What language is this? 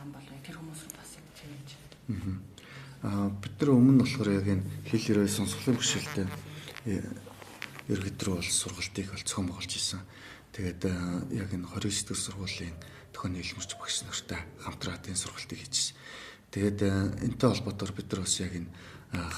Mongolian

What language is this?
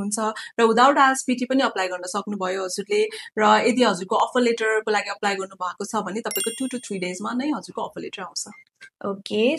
Nepali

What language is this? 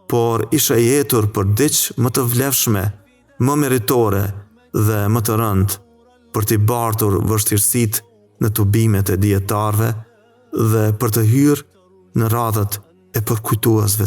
Albanian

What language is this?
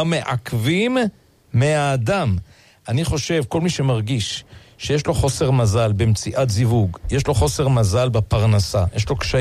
Hebrew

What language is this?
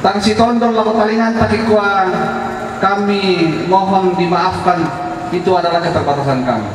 Toraja-Sa'dan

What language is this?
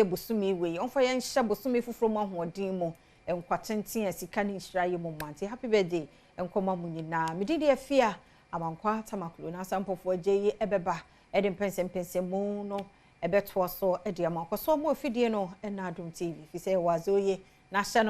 Akan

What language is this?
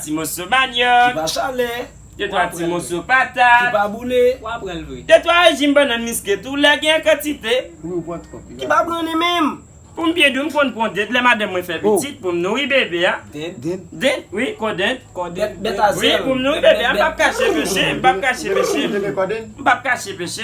Haitian Creole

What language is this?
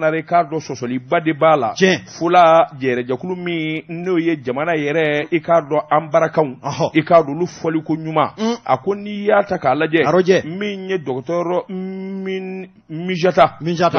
Bambara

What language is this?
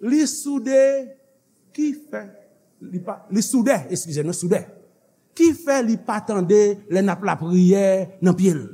Haitian Creole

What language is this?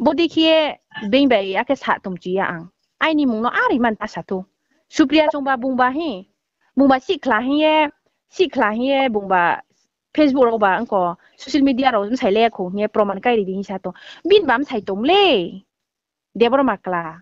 Riang (India)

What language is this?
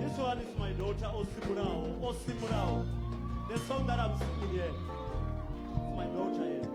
Venda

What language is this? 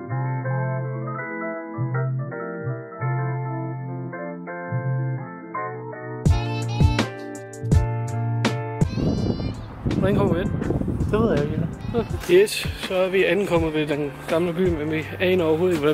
Danish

